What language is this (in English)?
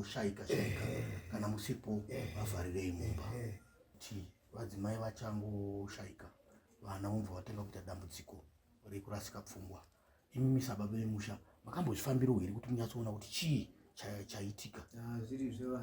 Shona